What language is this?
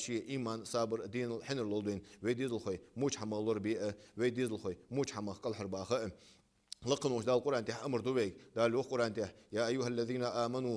Ingush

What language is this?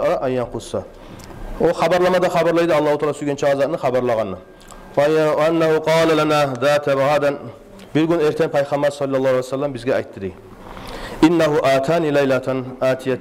Kumyk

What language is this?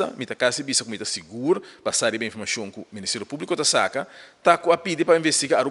Papiamento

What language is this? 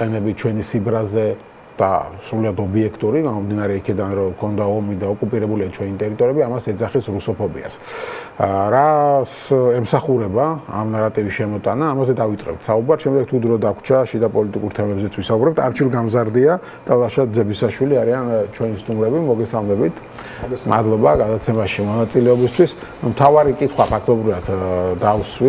Georgian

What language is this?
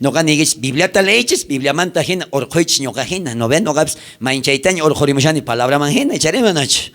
South Bolivian Quechua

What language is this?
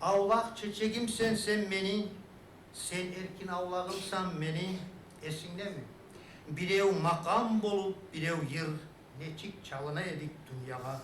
Kumyk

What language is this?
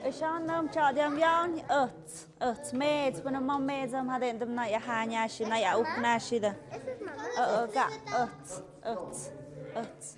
Tlahuitoltepec Mixe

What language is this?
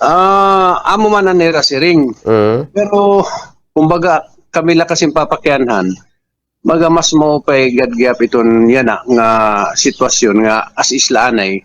Waray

